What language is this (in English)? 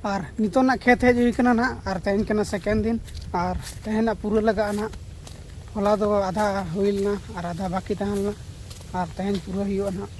Santali